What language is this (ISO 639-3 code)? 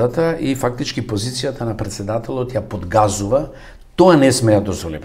mkd